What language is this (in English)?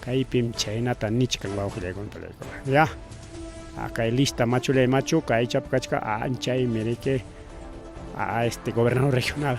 Ayacucho Quechua